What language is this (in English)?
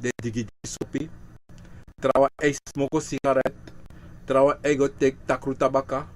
Sranan Tongo